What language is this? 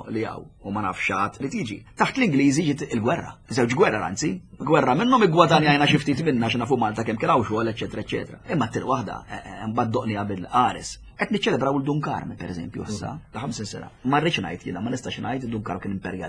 Maltese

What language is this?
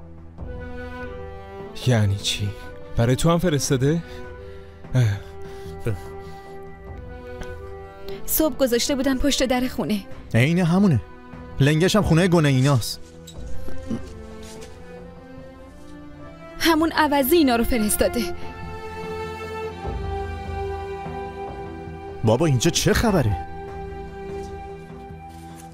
Persian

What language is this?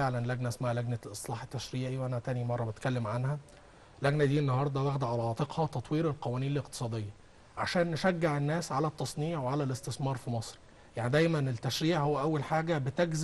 Egyptian Arabic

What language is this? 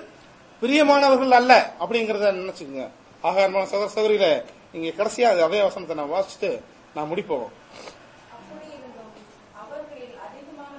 Tamil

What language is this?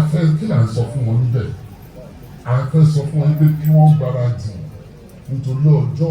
Yoruba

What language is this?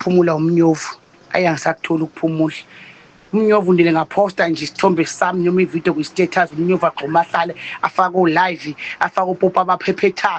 Zulu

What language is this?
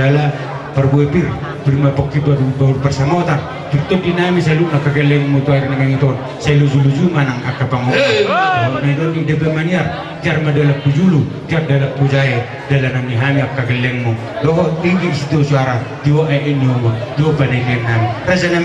Batak Toba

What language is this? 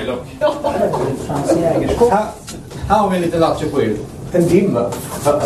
Swedish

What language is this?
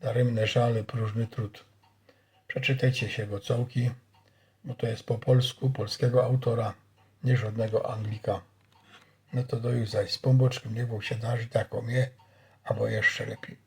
Silesian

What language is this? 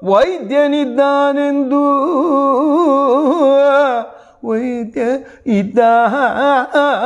Kannada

